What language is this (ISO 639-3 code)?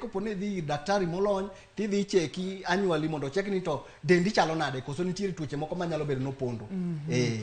luo